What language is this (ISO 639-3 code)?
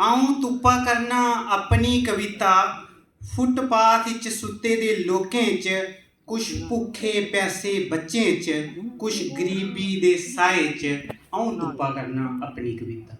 doi